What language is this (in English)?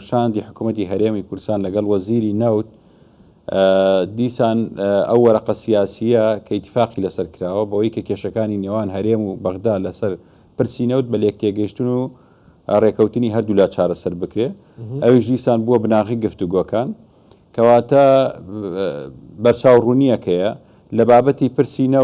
Central Kurdish